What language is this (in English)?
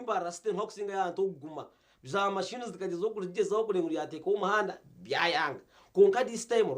Nyankole